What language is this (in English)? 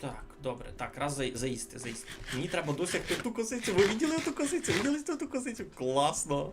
Rusyn